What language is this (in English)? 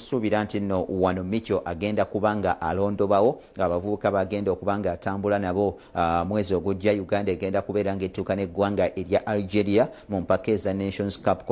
Ganda